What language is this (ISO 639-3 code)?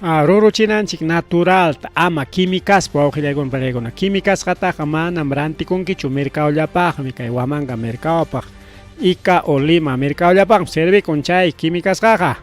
quy